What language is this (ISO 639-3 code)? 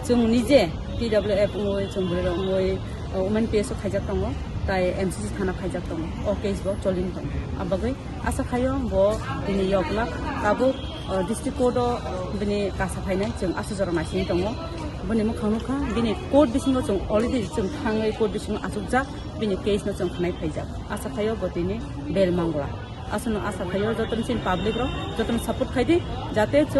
trp